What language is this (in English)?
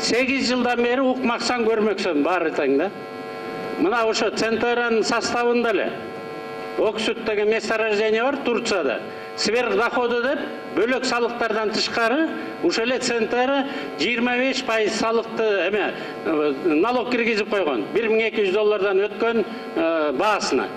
Kyrgyz